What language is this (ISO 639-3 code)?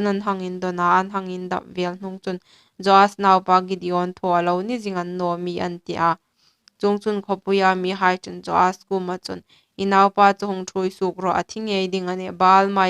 hmr